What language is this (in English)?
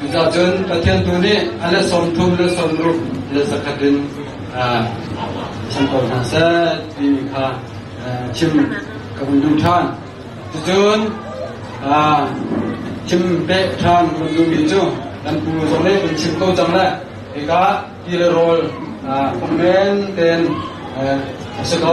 Hakha Chin